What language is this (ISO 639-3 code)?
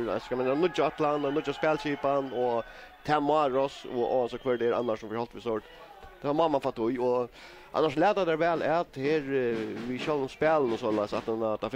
fao